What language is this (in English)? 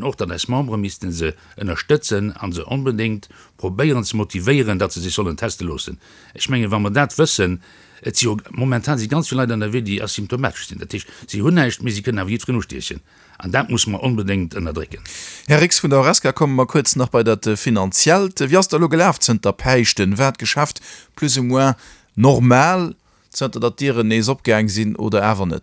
Luxembourgish